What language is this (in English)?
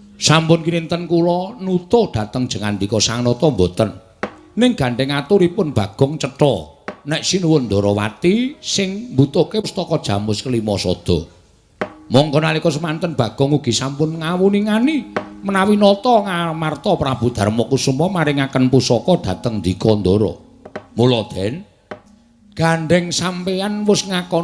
Javanese